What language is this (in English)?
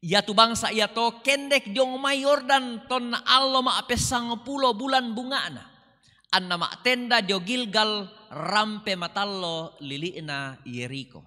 Toraja-Sa'dan